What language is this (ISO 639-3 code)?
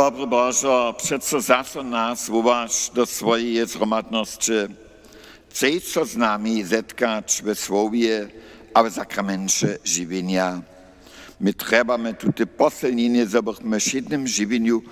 hsb